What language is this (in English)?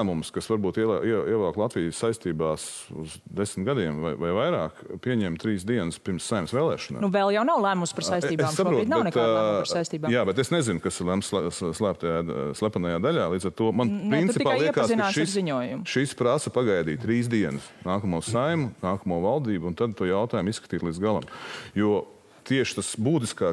Latvian